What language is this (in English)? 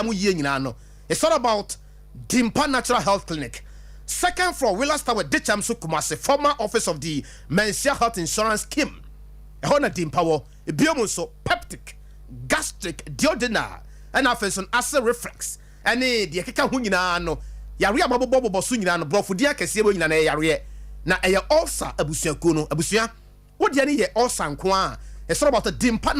Akan